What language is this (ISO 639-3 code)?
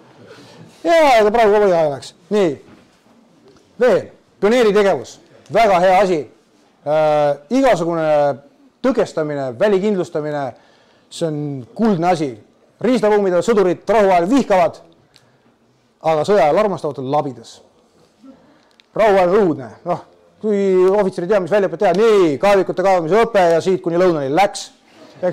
est